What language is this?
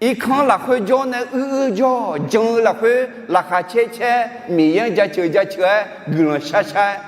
Akha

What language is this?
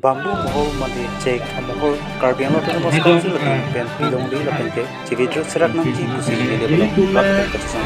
Karbi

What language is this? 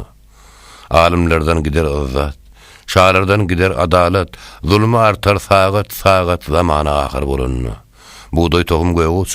Turkmen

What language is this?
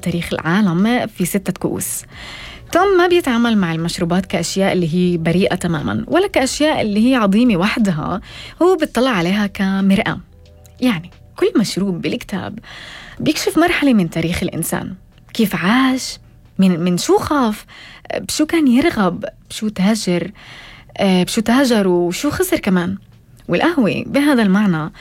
North Levantine Arabic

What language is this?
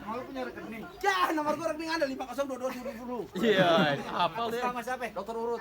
Betawi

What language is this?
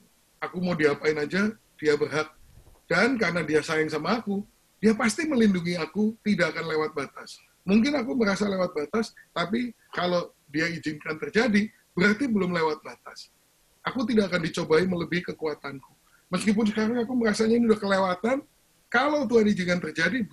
Indonesian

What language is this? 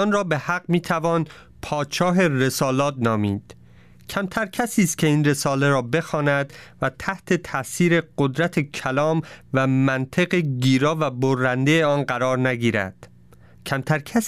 Persian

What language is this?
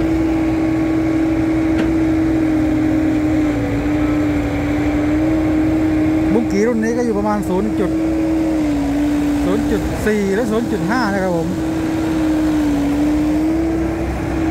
Thai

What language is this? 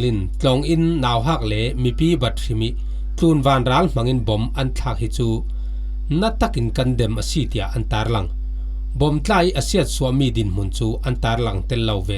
Falam Chin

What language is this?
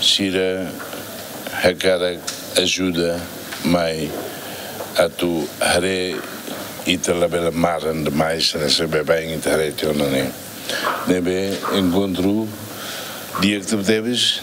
Tetum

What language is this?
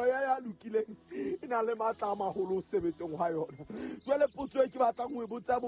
Southern Sotho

